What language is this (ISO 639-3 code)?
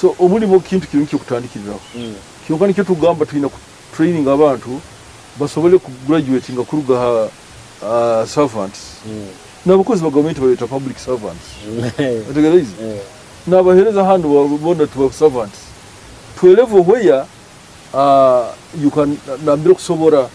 nyo